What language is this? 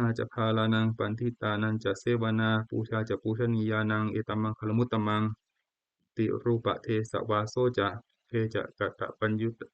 Pali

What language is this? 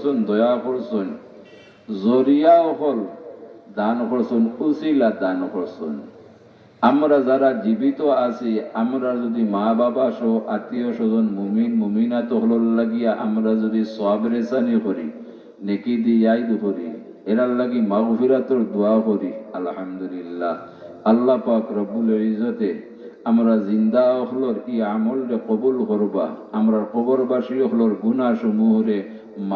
Sylheti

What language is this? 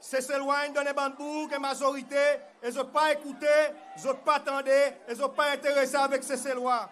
Seselwa Creole French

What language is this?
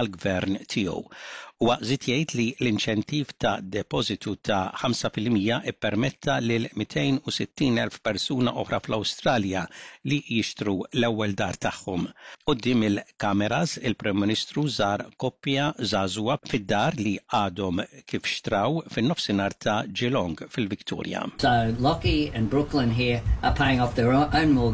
Maltese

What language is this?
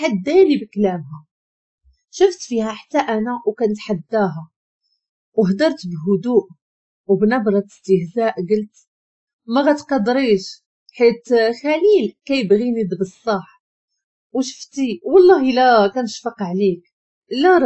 Moroccan Arabic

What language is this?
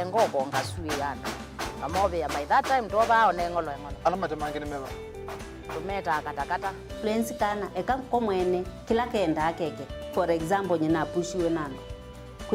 Kamba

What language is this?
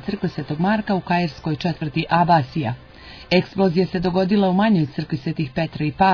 Serbian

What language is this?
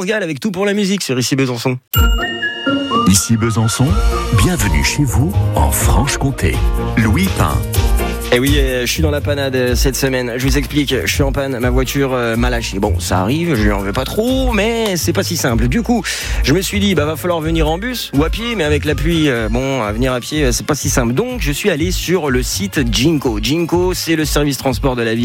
French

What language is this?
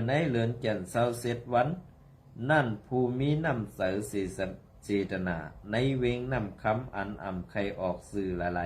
Shan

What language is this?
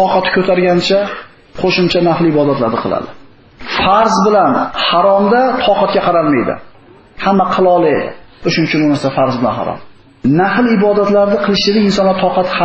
Uzbek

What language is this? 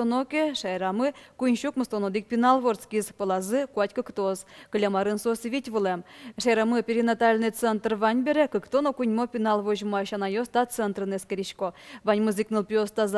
Udmurt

